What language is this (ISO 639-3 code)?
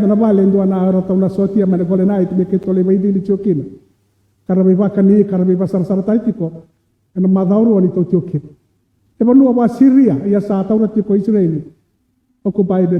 fij